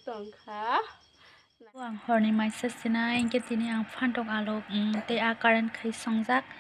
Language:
Kok Borok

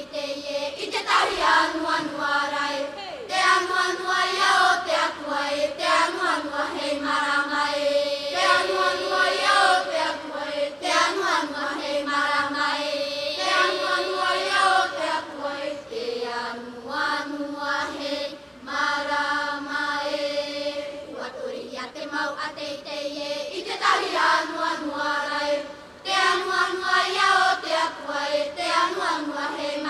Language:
Tahitian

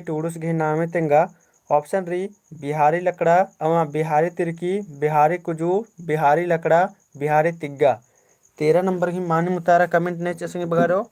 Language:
Kurukh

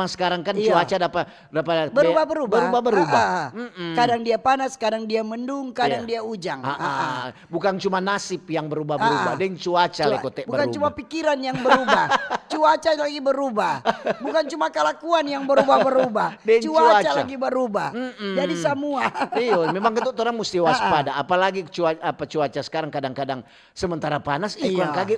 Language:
Manado Malay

